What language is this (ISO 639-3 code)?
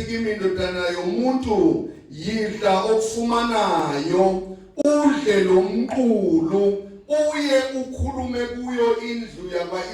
zul